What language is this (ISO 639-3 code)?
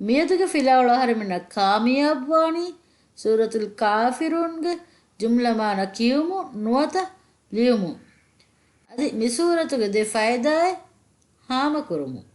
div